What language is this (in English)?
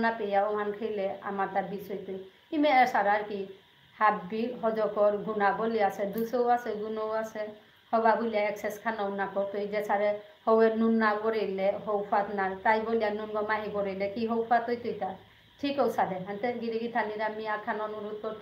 Bishnupriya